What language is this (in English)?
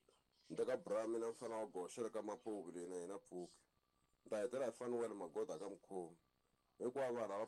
Tsonga